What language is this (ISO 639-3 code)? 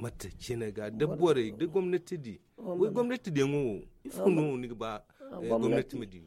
dje